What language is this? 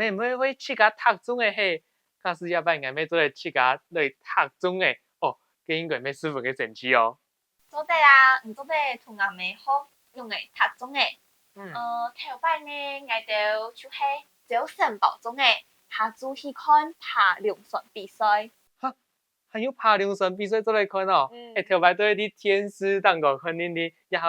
Hakka Chinese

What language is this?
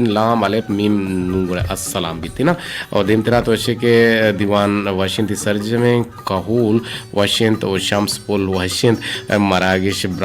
Eastern Balochi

